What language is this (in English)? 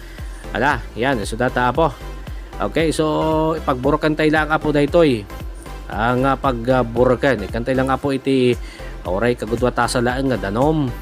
Iloko